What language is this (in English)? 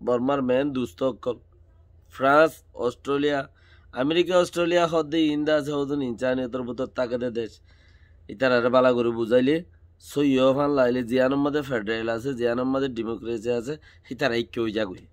Rohingya